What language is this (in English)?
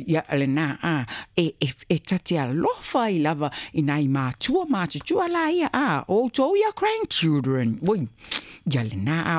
Samoan